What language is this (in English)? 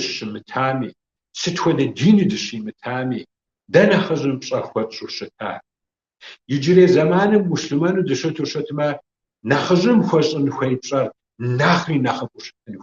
Kabardian